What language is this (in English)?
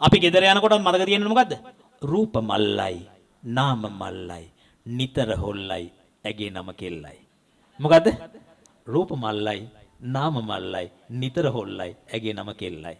Sinhala